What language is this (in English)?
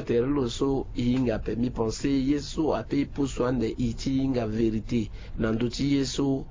Sango